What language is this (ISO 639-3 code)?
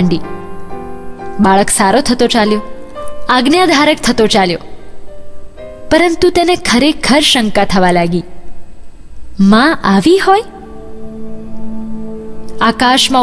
guj